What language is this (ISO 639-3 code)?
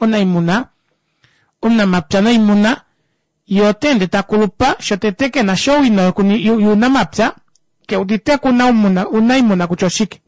kua